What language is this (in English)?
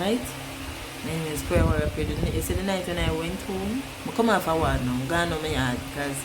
Jamaican Creole English